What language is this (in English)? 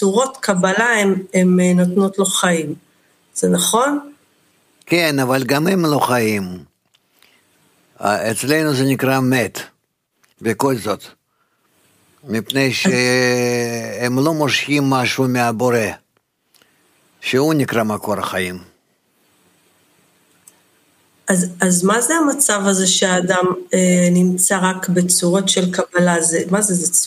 Hebrew